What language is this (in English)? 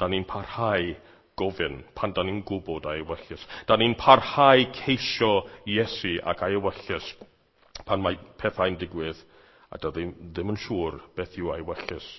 Welsh